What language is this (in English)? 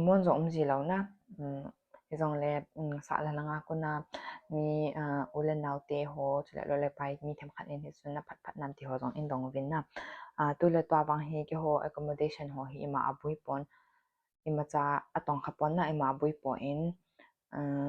Thado Chin